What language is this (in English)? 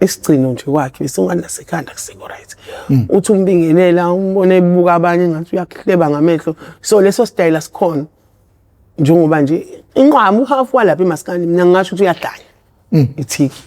Zulu